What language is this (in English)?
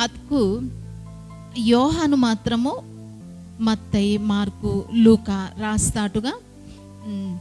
Koya